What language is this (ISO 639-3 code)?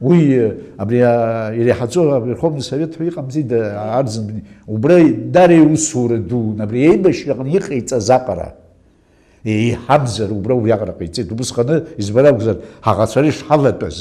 abk